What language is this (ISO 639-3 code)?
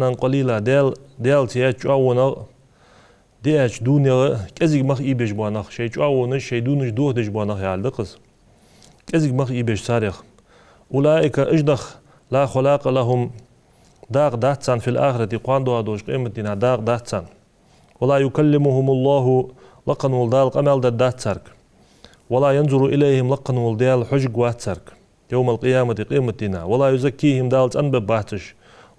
inh